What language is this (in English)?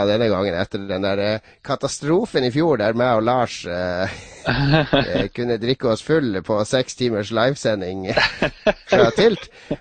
Norwegian